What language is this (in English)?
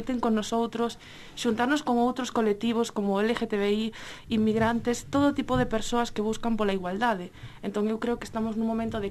Galician